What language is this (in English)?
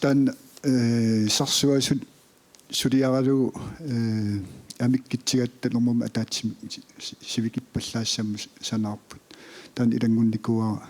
Kalaallisut